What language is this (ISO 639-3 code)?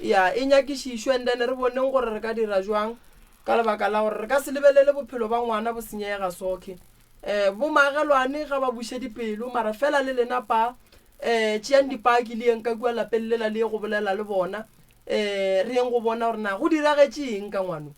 nso